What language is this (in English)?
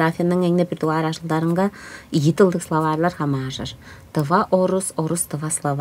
Tuvinian